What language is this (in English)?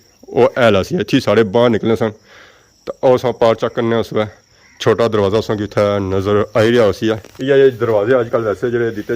Pahari-Potwari